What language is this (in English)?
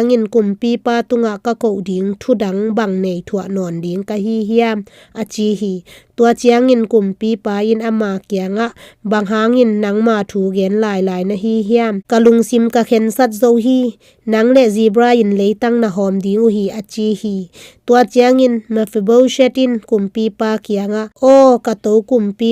Tedim Chin